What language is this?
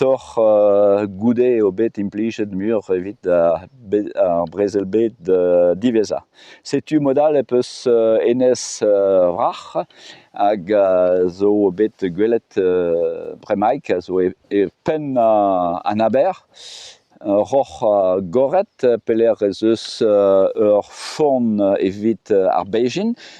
Breton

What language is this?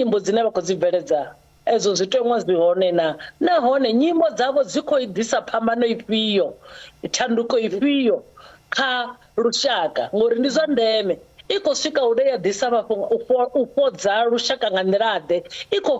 Venda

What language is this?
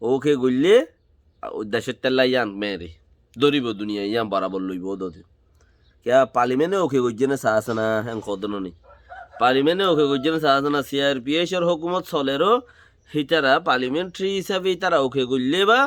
Rohingya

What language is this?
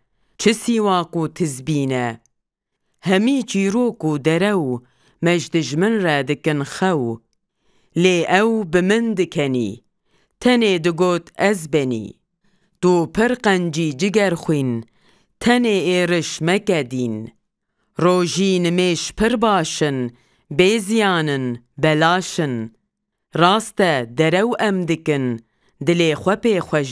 Kurdish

